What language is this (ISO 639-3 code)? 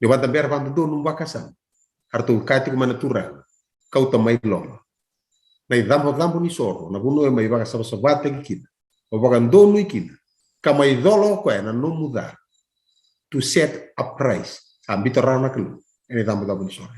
fij